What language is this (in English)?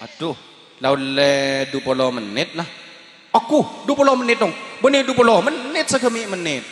Madurese